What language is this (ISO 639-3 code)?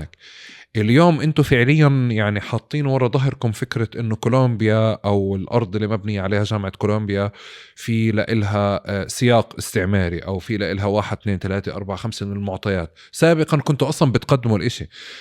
apc